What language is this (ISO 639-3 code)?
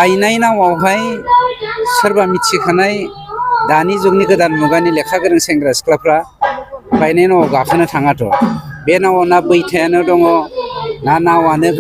brx